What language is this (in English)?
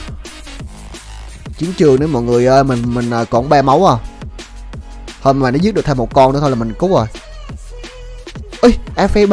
Vietnamese